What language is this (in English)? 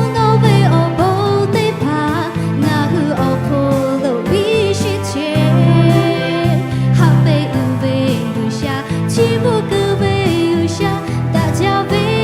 Lahu